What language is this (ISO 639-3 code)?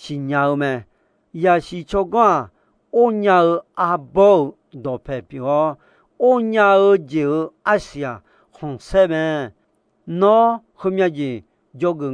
ahk